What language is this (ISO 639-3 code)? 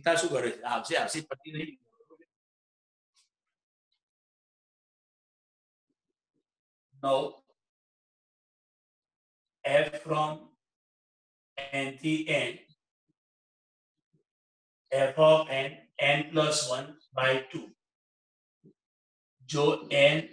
guj